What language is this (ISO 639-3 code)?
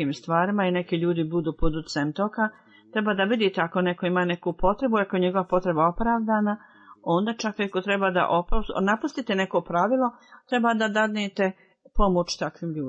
bos